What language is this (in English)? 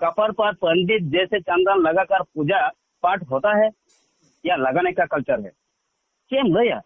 Santali